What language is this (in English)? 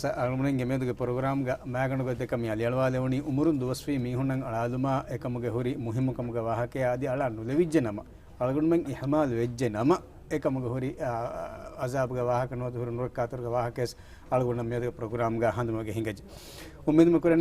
Divehi